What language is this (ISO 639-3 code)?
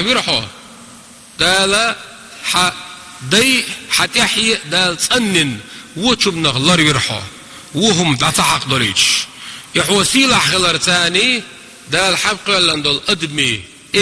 che